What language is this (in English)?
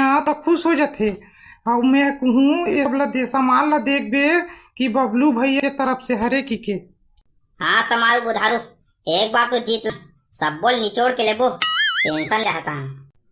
Chhattisgarhi